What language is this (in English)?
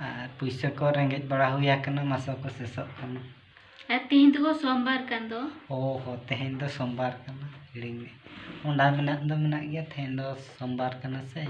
Santali